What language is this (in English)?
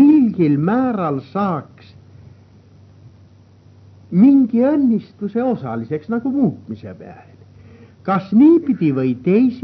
Estonian